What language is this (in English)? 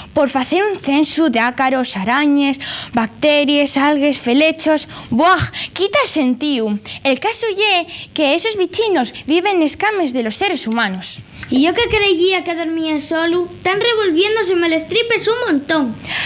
Asturian